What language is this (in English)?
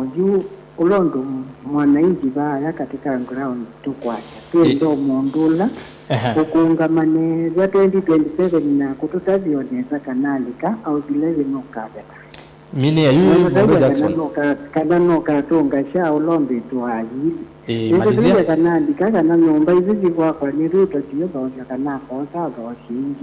Kamba